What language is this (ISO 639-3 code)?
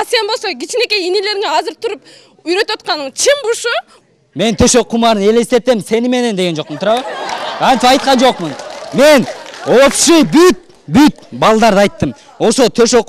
kir